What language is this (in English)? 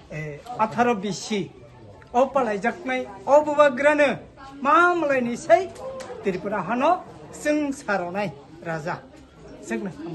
Kok Borok